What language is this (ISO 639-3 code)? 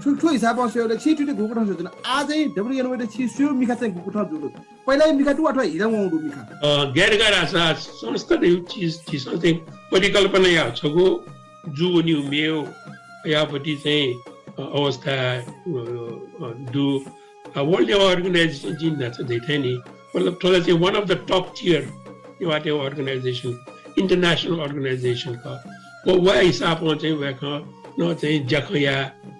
new